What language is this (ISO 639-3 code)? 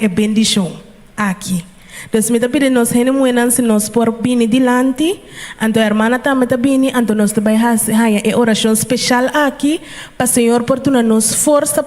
pap